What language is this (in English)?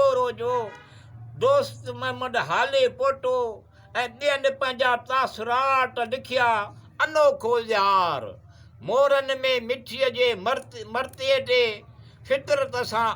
Sindhi